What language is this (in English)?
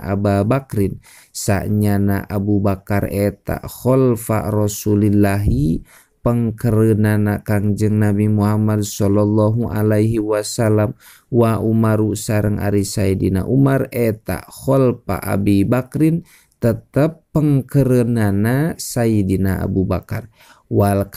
Sundanese